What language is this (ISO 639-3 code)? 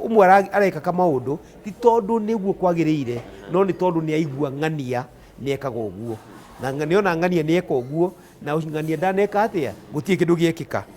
kik